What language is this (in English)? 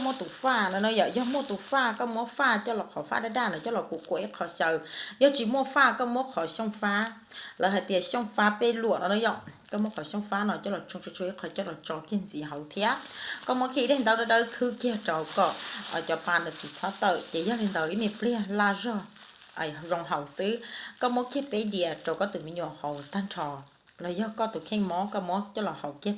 Hmong